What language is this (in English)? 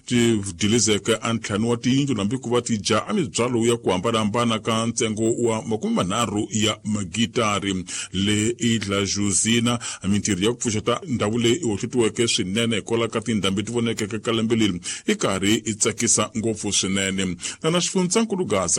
Tsonga